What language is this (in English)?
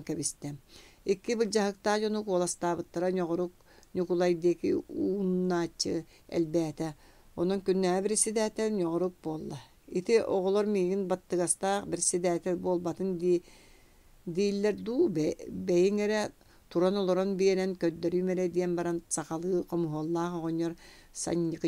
Yakut